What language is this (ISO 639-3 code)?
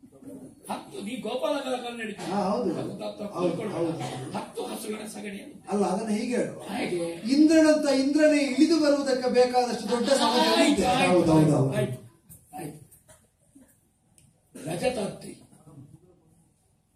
kan